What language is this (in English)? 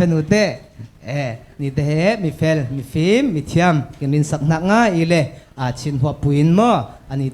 Falam Chin